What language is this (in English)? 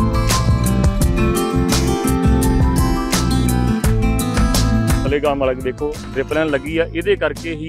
Punjabi